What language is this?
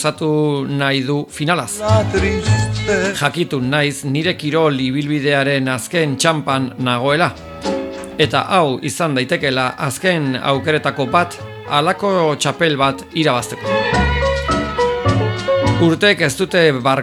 Basque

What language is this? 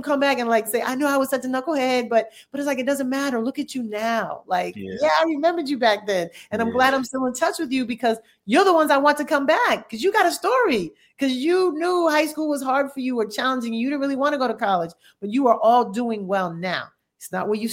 English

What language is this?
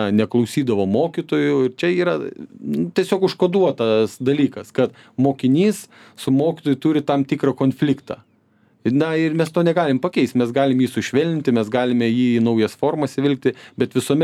Lithuanian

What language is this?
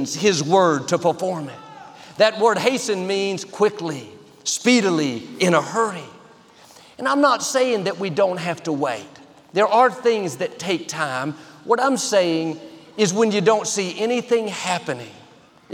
English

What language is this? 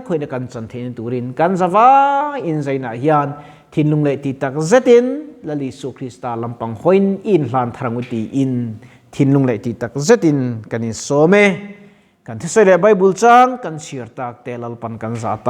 Mizo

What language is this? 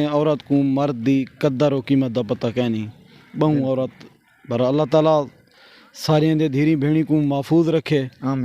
Saraiki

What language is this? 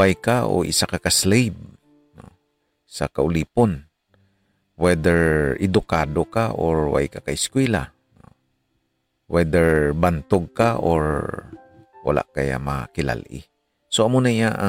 Hiligaynon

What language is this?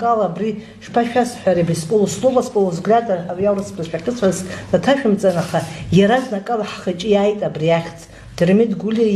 Abkhazian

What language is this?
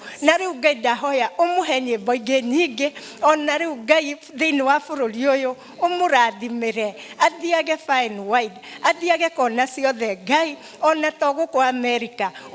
Kikuyu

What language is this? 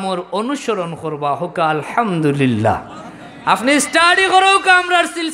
Sylheti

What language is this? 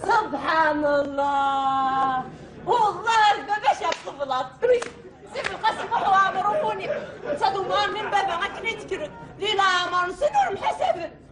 Kabyle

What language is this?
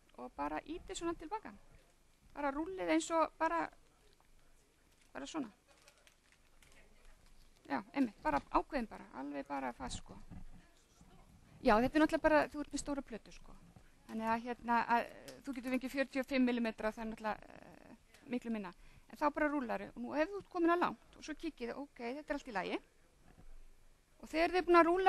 Icelandic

